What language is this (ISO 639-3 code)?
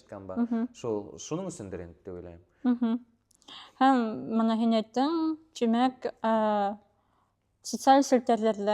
bak